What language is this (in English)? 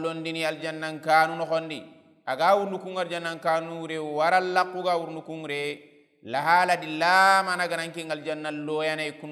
Soninke